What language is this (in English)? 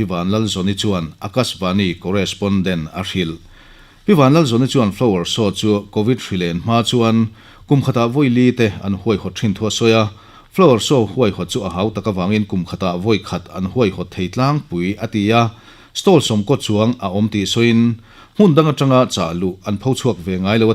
Mizo